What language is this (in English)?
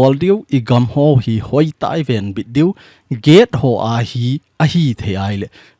Thado Chin